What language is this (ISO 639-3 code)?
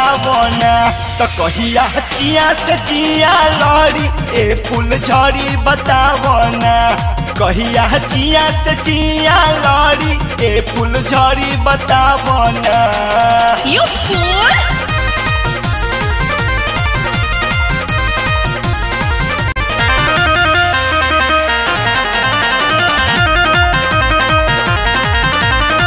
bho